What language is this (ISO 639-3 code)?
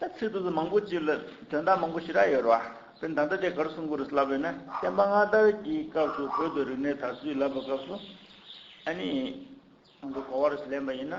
bod